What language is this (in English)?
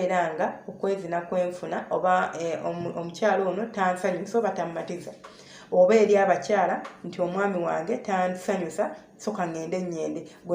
Ganda